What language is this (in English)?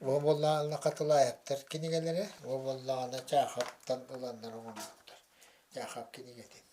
Yakut